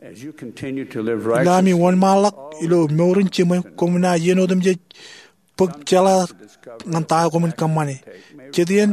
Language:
Marshallese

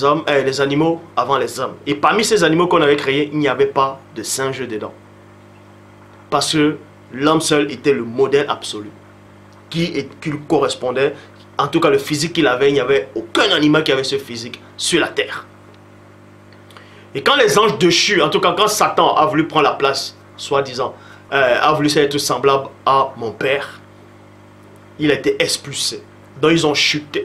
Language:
French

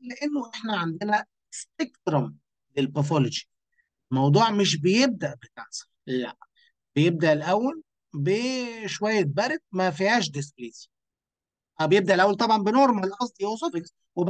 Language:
Egyptian Arabic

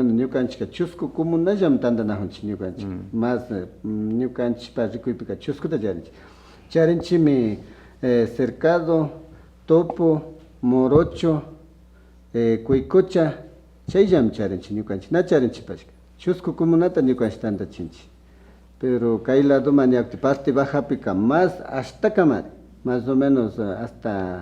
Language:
Imbabura Highland Quichua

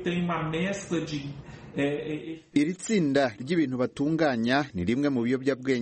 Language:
Kinyarwanda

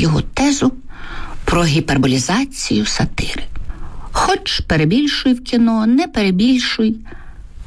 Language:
Ukrainian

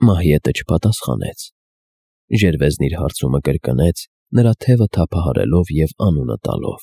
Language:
Armenian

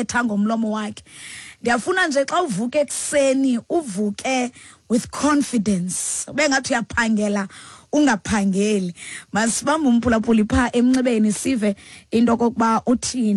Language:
Xhosa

